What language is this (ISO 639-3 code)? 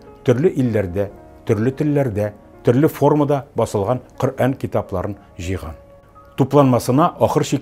tat